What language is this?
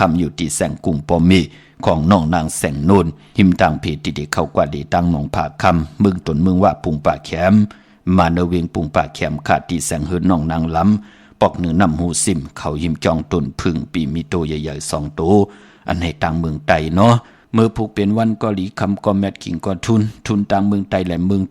Shan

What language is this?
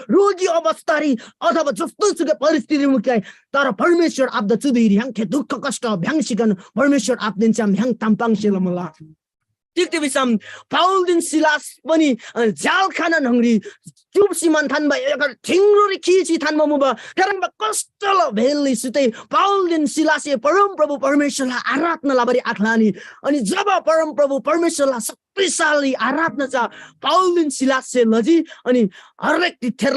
Eastern Tamang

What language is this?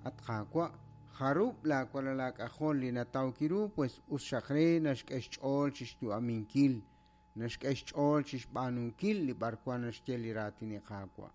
Kekchí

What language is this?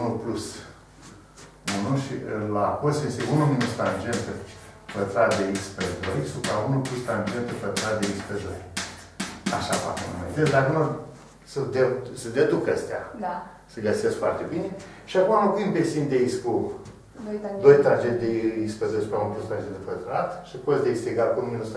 Romanian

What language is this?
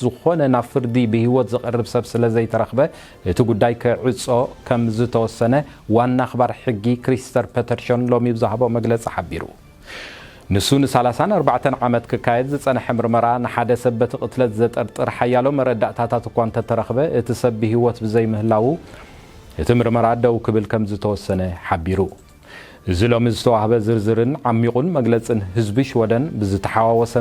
Tigrinya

